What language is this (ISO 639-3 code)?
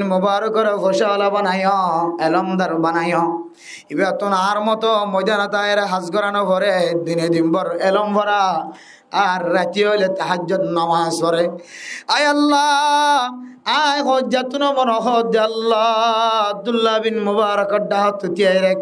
rhg